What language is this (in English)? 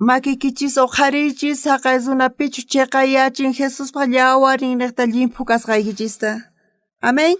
South Bolivian Quechua